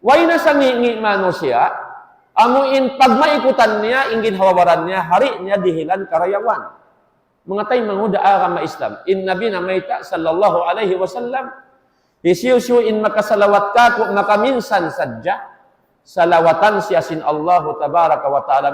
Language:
Tausug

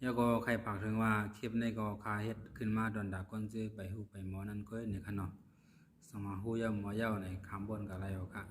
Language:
Shan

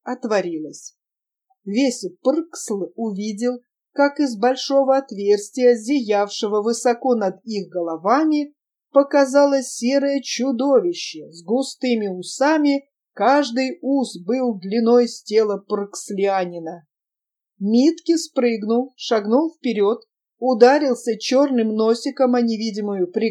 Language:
Russian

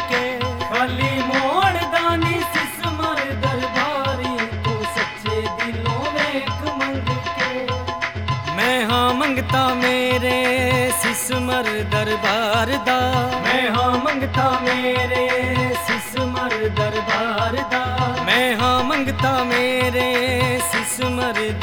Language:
Punjabi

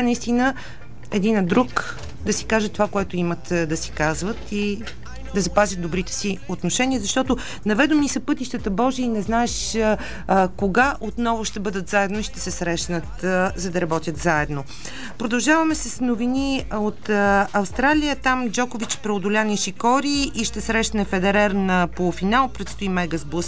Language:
Bulgarian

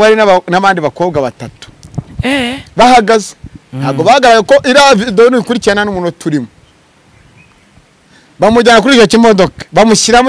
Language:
Kinyarwanda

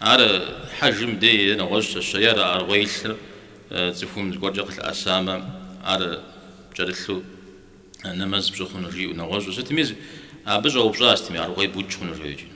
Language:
Kabardian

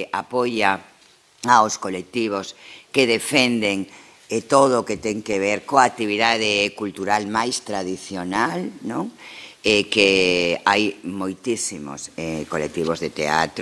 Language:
Galician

